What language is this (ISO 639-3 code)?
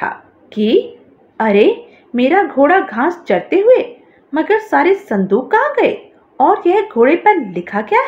hin